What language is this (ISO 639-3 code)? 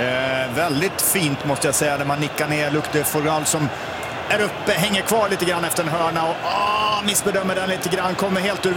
swe